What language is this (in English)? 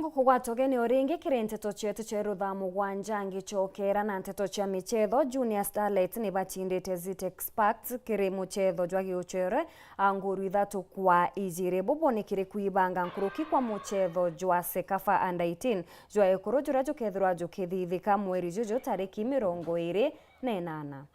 Meru